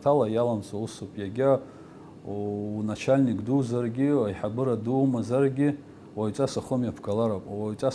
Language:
Abkhazian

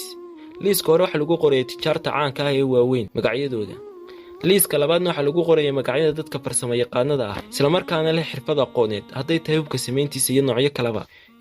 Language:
Somali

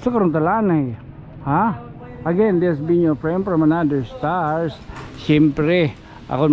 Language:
Waray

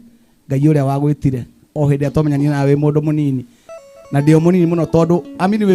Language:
Kikuyu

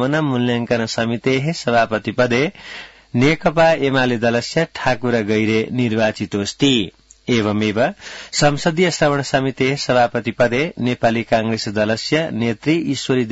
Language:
Sanskrit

